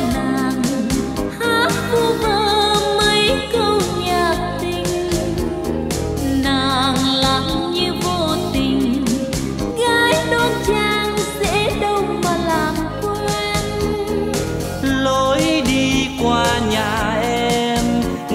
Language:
Vietnamese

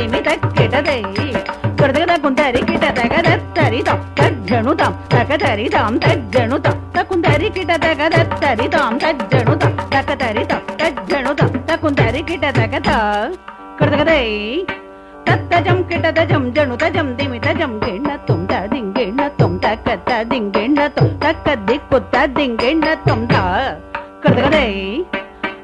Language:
Tamil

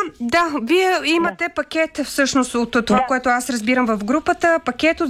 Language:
Bulgarian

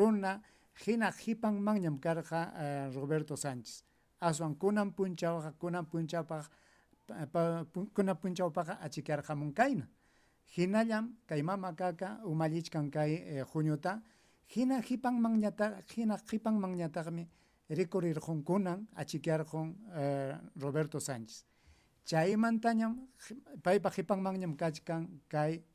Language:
Ayacucho Quechua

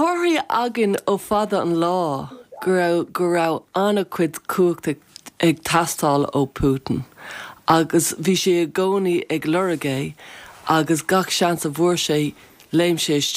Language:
Irish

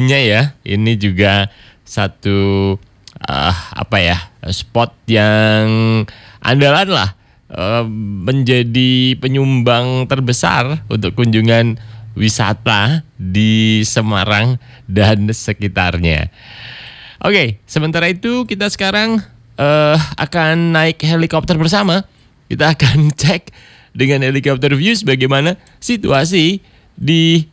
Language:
Indonesian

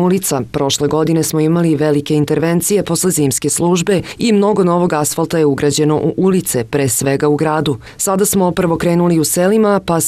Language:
Serbian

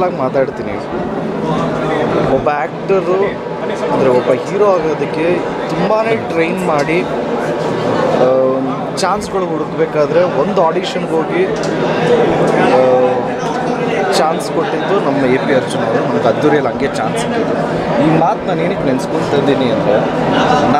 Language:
Kannada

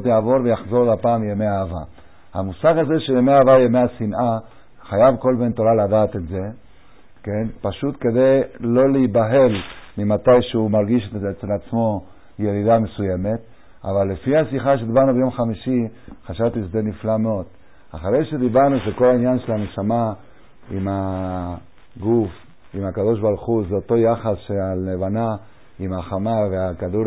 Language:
Hebrew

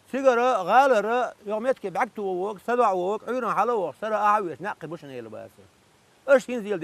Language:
Chechen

